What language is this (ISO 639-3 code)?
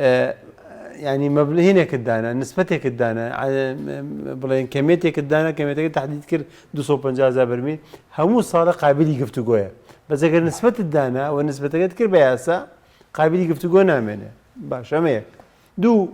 ckb